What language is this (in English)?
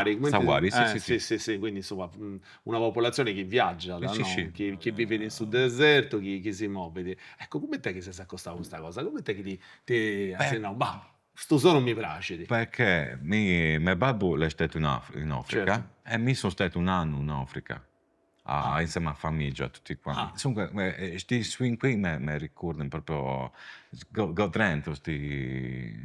Sardinian